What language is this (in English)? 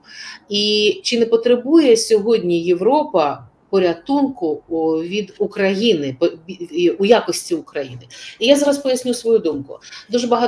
Ukrainian